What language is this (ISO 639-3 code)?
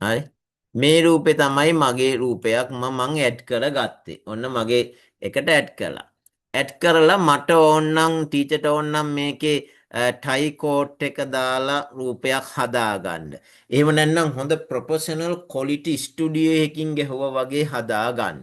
sin